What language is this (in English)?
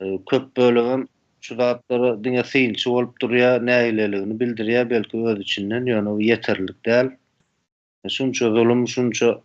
Turkmen